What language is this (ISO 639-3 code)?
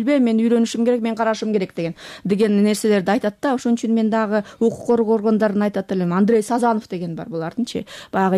kir